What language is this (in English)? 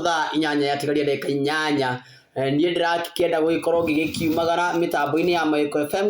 Kikuyu